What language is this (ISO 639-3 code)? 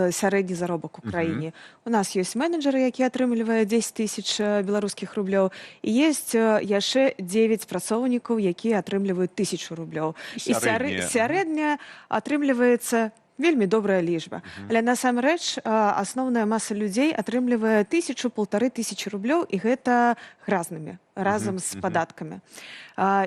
bel